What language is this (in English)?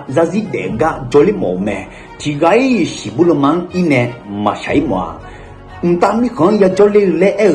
Akha